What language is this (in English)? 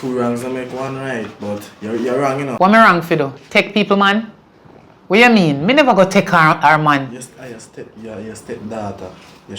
Jamaican Creole English